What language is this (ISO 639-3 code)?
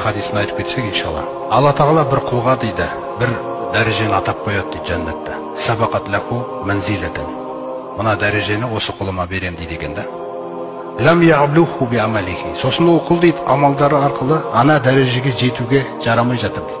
kaz